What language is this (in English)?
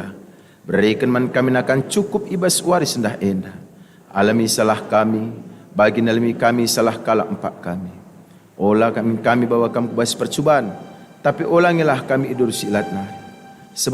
Batak Karo